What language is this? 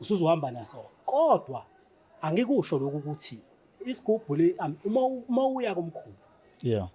Zulu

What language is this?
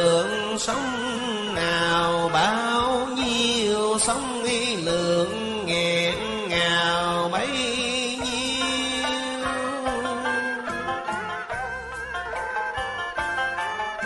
Vietnamese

